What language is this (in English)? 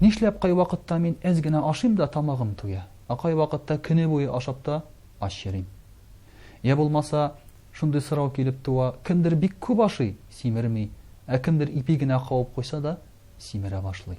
Tatar